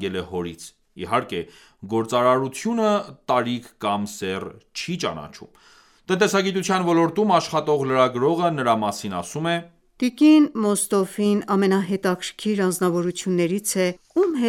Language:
Armenian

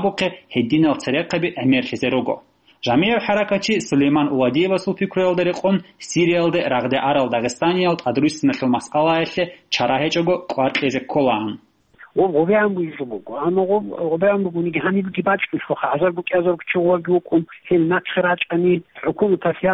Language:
Avaric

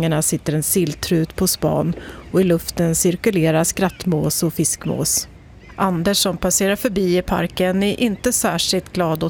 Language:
Swedish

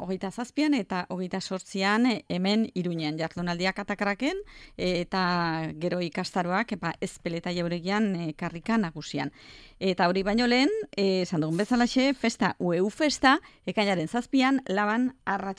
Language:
Basque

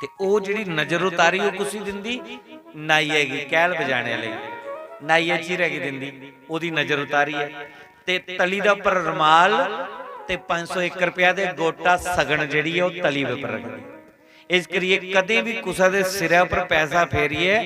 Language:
Dogri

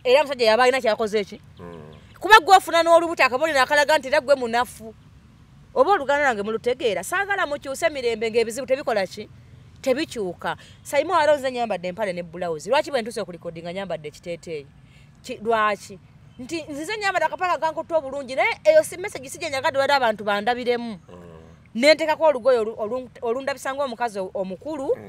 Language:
Ganda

